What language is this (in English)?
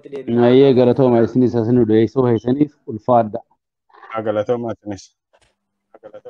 Oromo